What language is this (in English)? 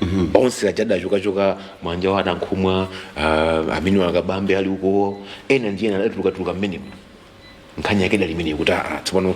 Nyanja